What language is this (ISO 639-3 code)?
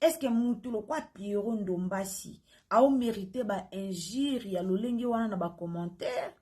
lin